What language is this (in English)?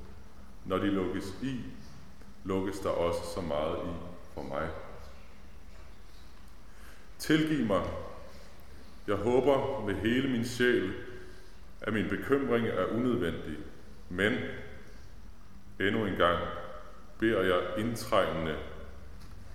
Danish